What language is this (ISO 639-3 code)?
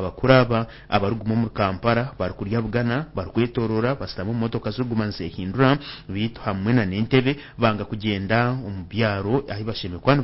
nyn